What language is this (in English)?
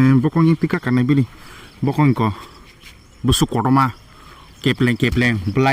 Kok Borok